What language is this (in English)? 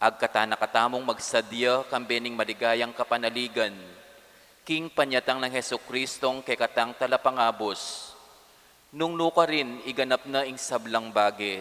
Pampanga